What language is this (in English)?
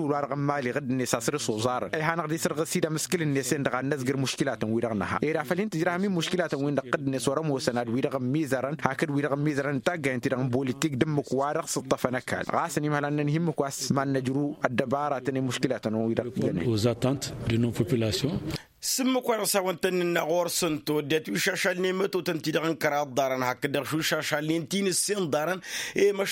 Tamasheq